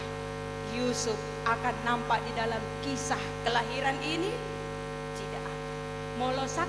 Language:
Batak Toba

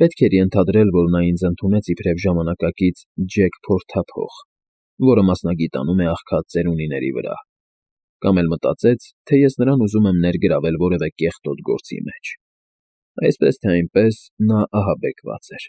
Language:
Armenian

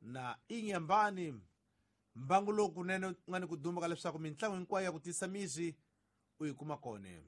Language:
Tsonga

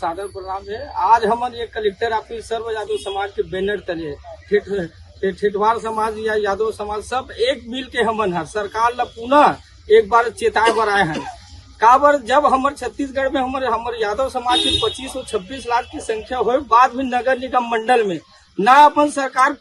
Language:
Chhattisgarhi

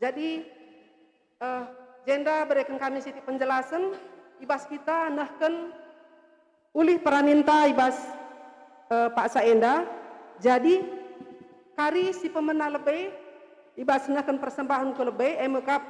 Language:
Batak Karo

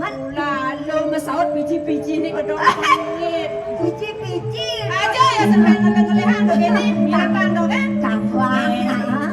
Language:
Balinese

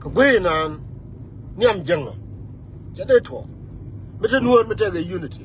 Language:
Nuer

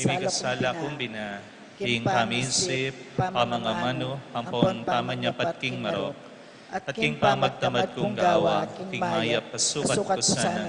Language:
Pampanga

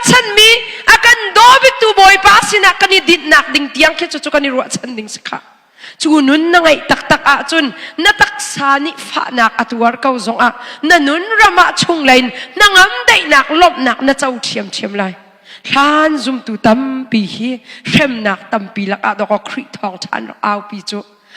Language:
Hakha Chin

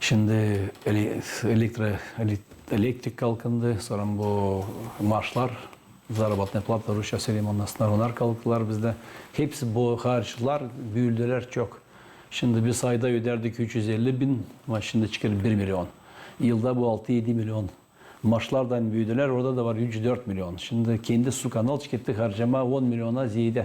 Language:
Gagauz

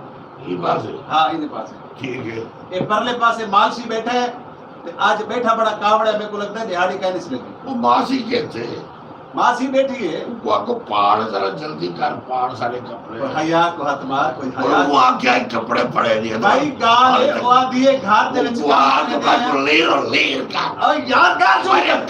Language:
Saraiki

